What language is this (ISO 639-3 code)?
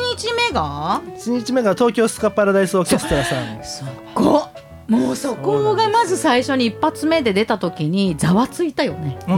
jpn